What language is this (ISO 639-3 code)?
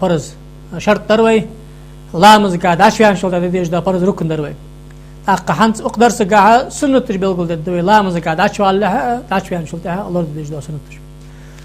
inh